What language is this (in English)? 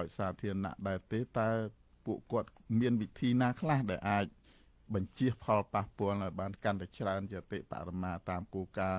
Khmer